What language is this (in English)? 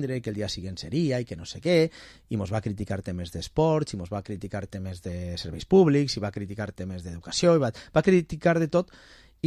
Catalan